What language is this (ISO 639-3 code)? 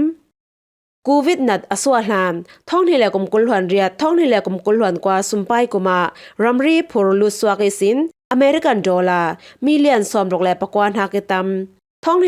cfm